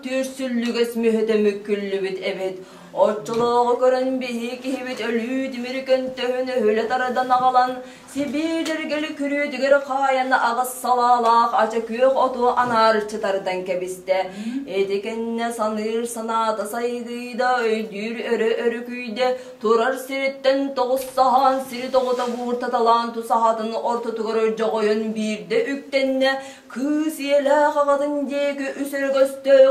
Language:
Yakut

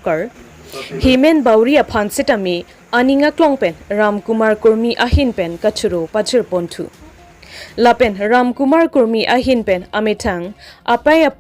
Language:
Karbi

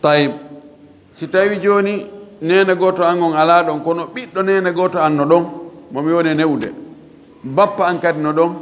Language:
Fula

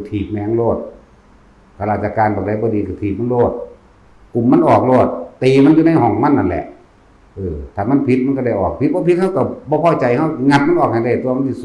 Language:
Northeastern Thai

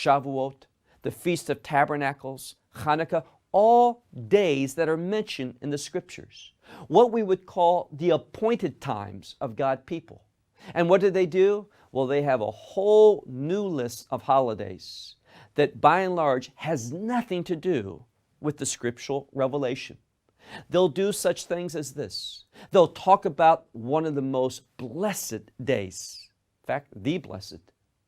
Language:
English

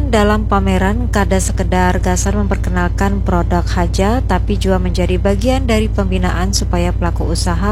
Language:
Banjar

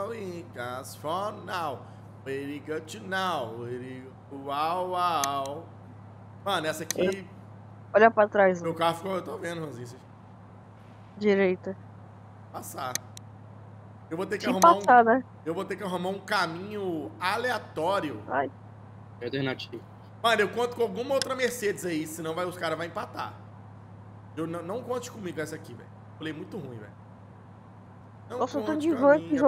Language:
Portuguese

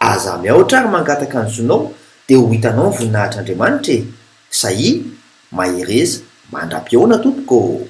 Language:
Malagasy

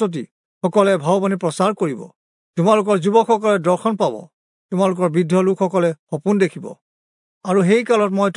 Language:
Assamese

